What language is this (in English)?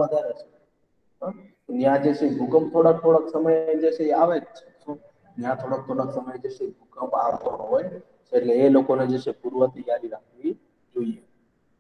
Gujarati